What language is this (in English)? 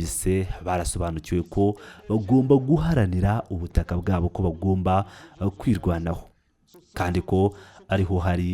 Kinyarwanda